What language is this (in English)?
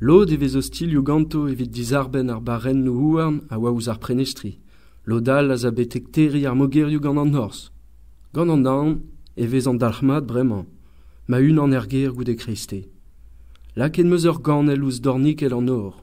Breton